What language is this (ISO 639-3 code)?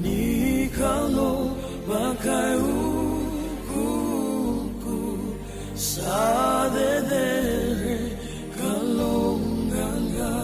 fij